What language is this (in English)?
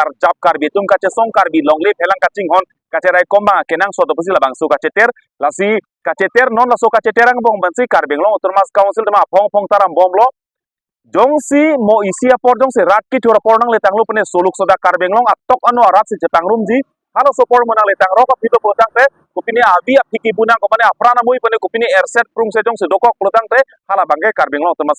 Karbi